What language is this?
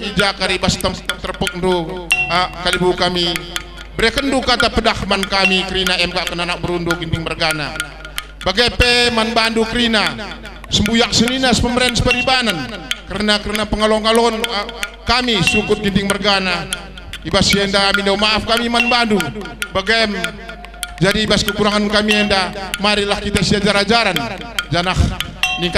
Batak Karo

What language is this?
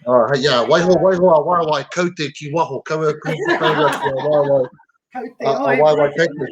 Māori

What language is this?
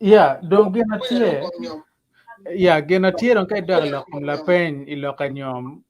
Acoli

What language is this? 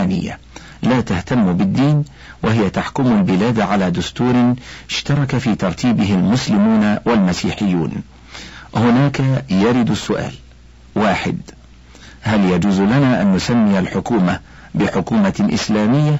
Arabic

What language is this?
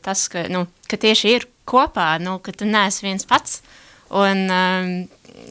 Latvian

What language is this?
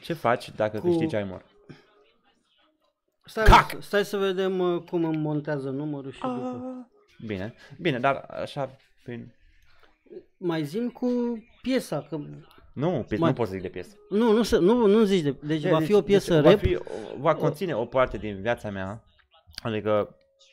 Romanian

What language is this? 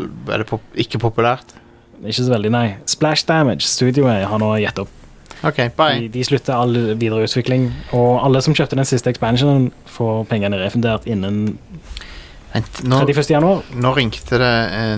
Norwegian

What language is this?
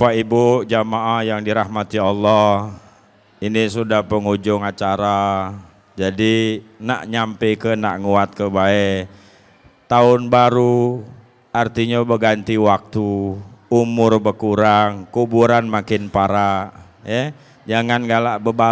Musi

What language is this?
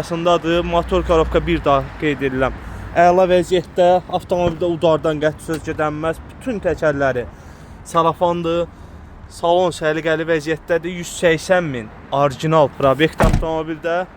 Azerbaijani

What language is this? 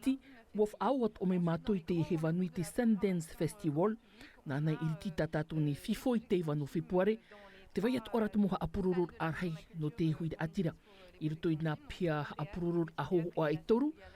Tahitian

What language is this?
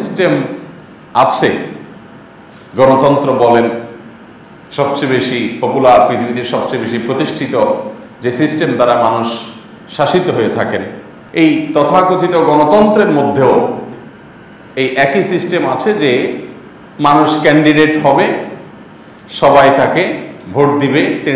Bangla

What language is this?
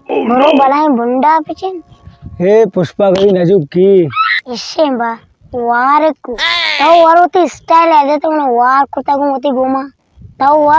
Baluchi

